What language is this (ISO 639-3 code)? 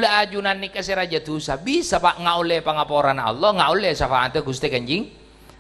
mad